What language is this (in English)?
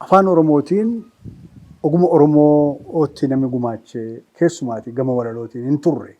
Oromo